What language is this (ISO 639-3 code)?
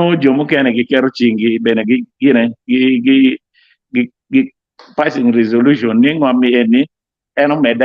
ach